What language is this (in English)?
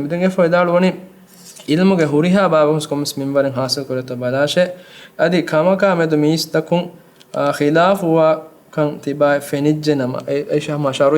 Divehi